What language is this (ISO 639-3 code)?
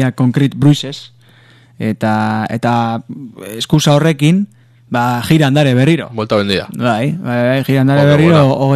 eus